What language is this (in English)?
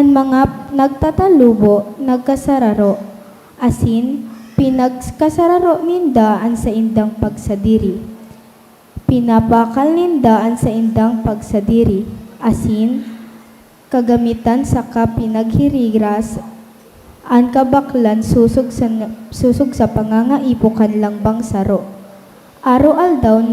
Bikol